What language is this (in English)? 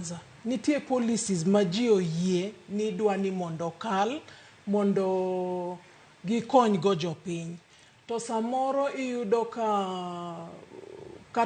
Luo (Kenya and Tanzania)